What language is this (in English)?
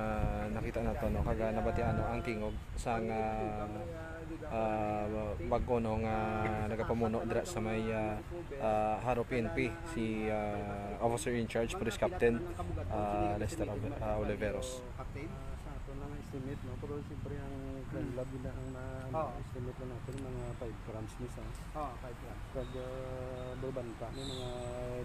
Hiligaynon